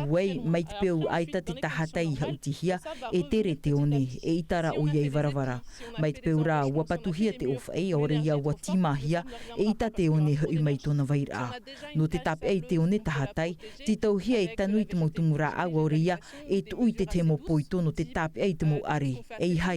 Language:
Tahitian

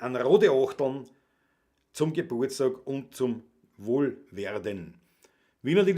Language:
Bavarian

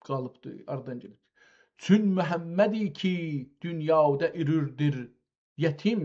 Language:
South Azerbaijani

